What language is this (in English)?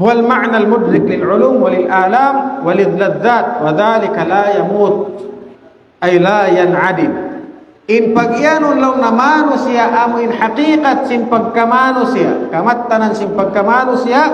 Tausug